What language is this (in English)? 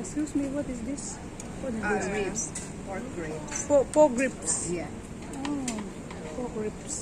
Mizo